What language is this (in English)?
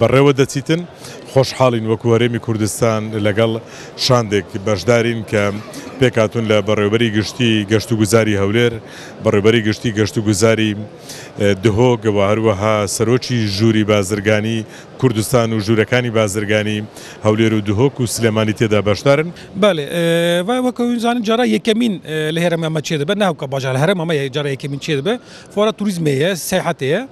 Kurdish